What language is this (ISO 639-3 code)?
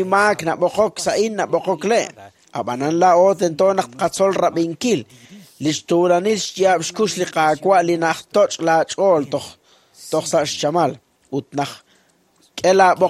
kek